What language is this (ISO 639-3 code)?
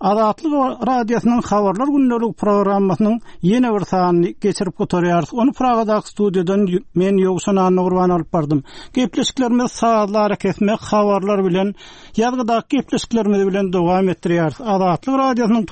tuk